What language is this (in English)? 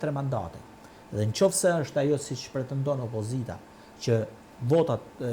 Albanian